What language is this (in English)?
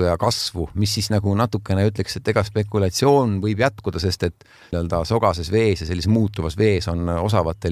Estonian